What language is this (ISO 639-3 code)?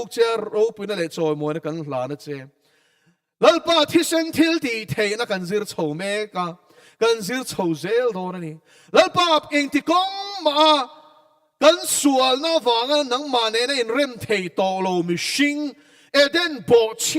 lus